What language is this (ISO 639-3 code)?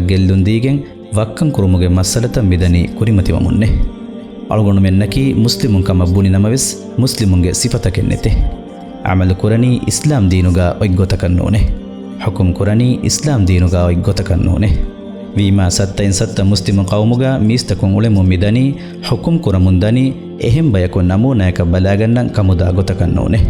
div